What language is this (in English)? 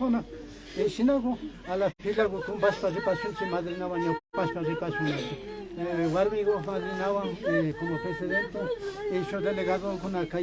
Imbabura Highland Quichua